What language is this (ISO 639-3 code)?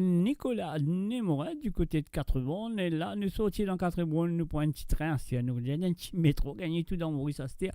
mfe